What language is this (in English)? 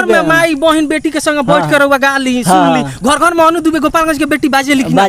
Bhojpuri